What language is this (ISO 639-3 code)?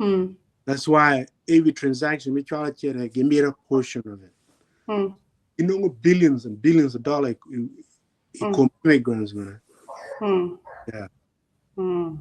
ach